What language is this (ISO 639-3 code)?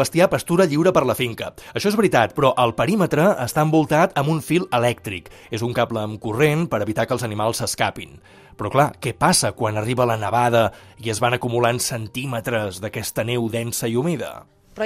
cat